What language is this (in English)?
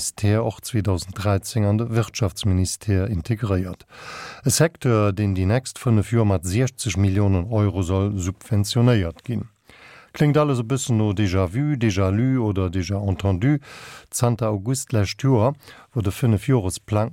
Luxembourgish